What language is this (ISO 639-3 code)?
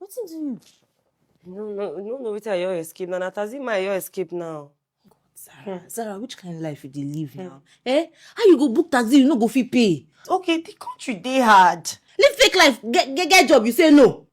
pcm